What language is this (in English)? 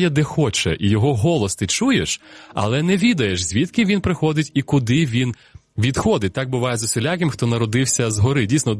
Ukrainian